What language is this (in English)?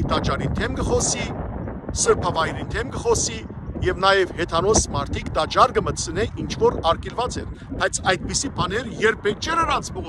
Western Armenian